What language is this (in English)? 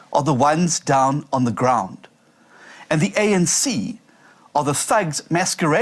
Venda